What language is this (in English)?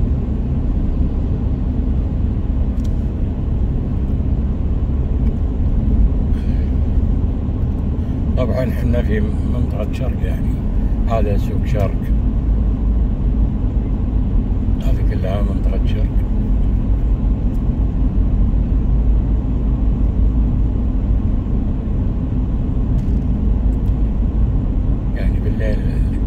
Gulf Arabic